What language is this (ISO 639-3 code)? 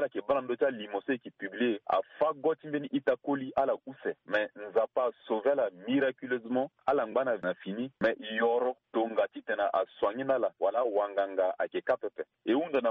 sag